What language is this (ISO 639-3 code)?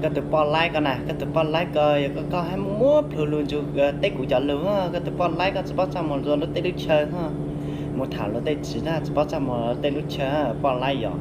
hmn